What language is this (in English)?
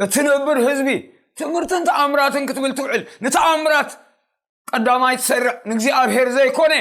Tigrinya